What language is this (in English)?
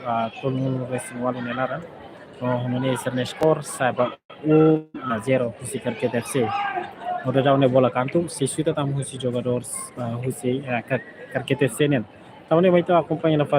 Tetum